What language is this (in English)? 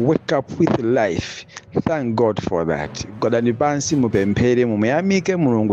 Nyanja